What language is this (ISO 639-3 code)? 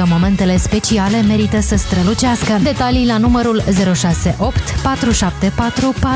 ron